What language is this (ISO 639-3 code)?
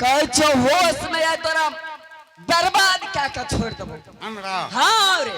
anp